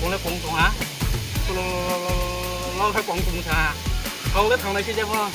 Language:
Riang (India)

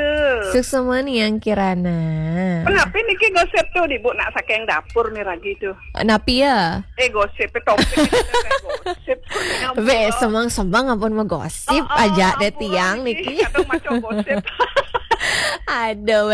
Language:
Balinese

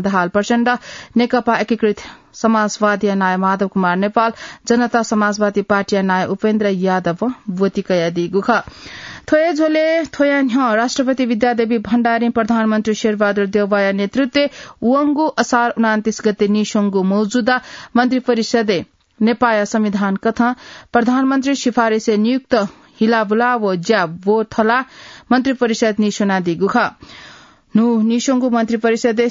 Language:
Newari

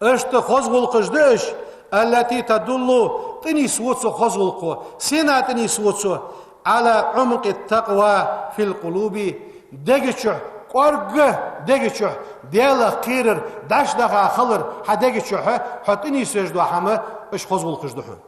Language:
Ingush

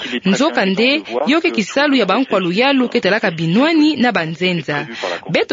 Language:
Kituba (Democratic Republic of Congo)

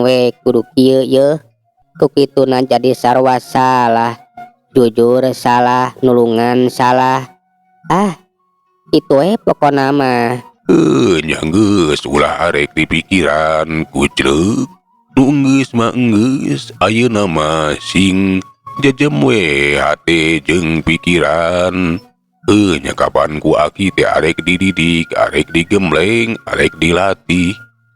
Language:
Sundanese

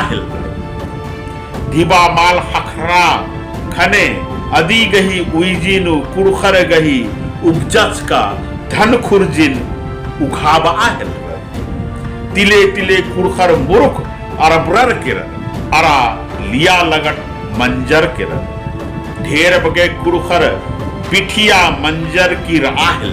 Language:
Kurukh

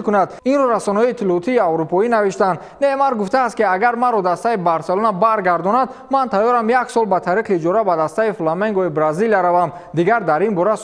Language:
Tajik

